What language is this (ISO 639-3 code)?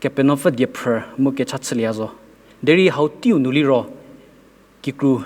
njm